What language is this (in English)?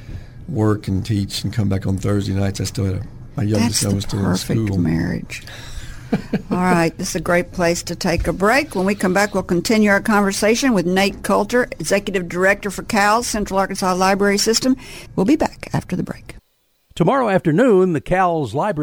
English